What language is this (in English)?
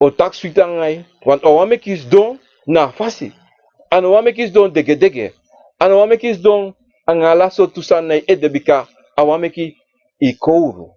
Sranan Tongo